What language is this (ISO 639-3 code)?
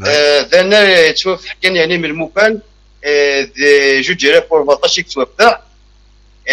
kab